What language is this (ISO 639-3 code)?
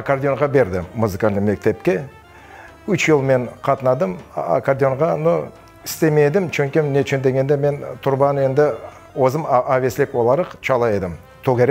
crh